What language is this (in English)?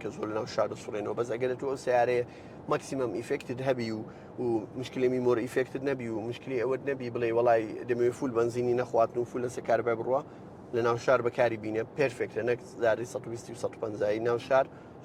Central Kurdish